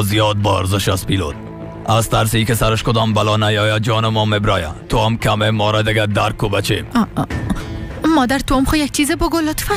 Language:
Persian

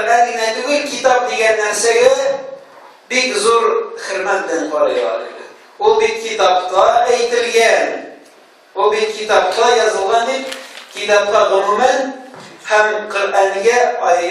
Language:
Tatar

